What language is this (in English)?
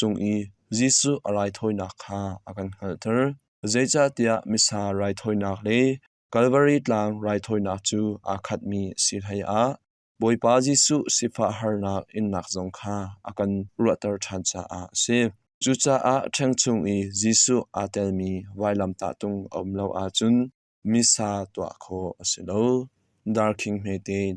Hakha Chin